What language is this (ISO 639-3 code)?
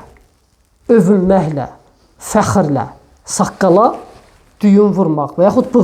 aze